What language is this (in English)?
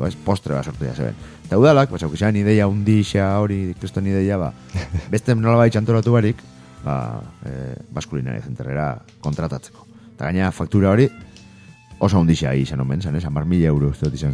Basque